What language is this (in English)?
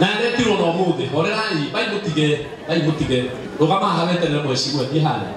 Kikuyu